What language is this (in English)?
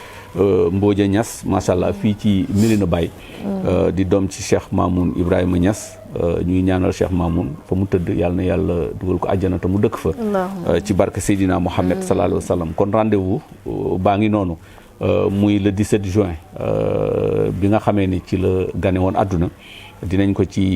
Wolof